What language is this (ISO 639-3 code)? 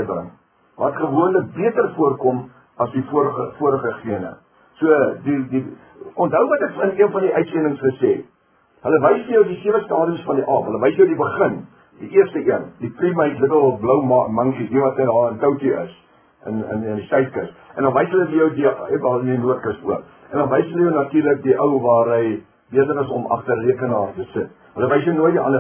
afr